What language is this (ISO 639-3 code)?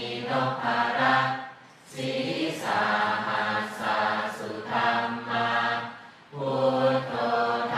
pli